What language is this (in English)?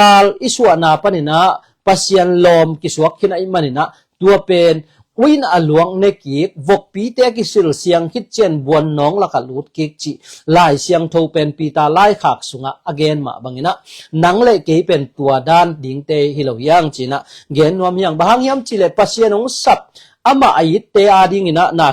Tedim Chin